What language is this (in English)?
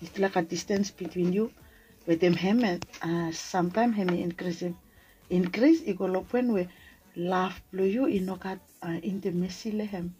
Bislama